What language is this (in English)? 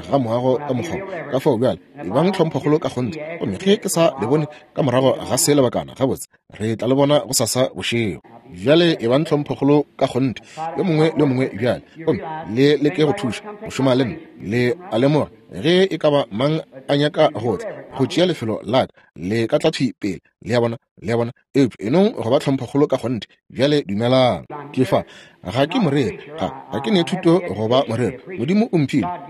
Northern Sotho